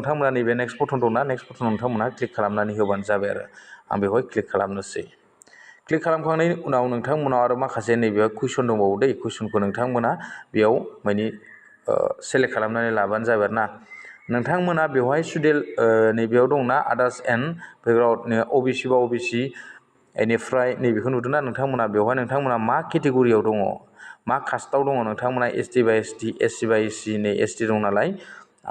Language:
Bodo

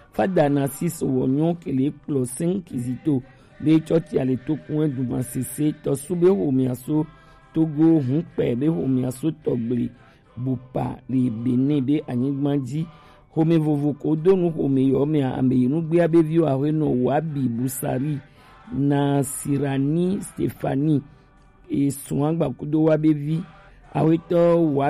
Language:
Gen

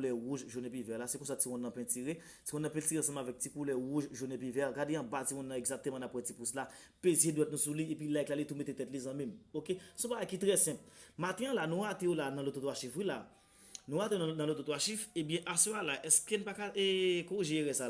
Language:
Haitian Creole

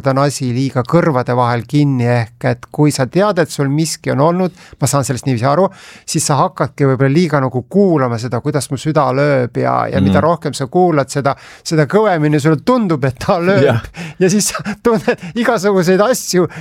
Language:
Estonian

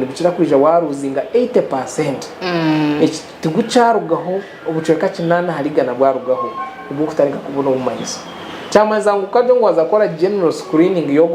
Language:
Nyankole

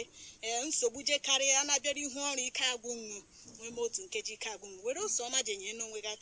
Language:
Igbo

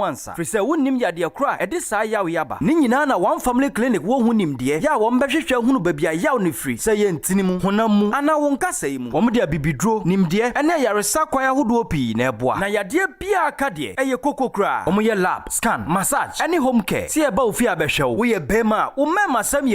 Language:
Akan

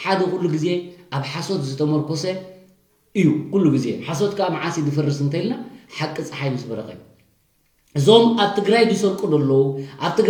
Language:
Tigrinya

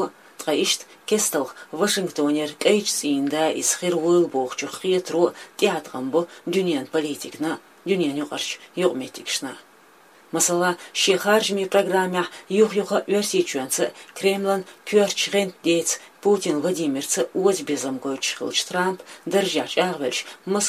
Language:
Chechen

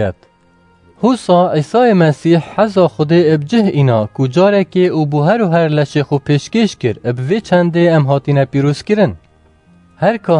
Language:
Kurdish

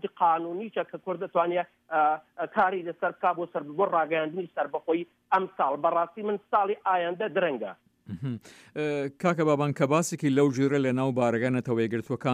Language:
Central Kurdish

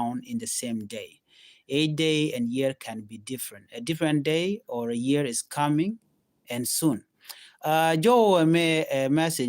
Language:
Nuer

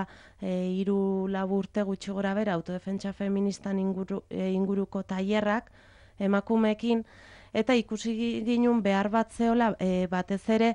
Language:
Basque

